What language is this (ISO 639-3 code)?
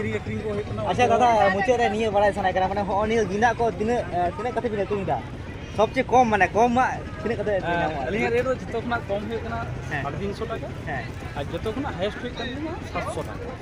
sat